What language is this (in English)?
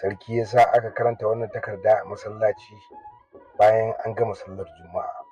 Hausa